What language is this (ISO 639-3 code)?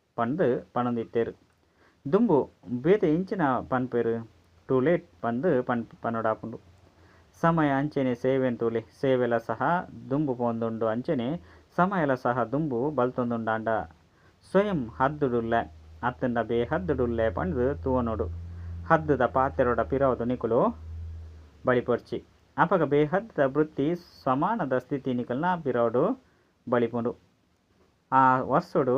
tcy